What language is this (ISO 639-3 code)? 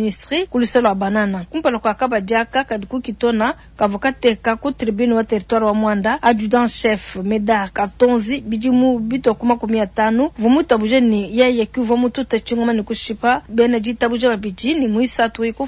lua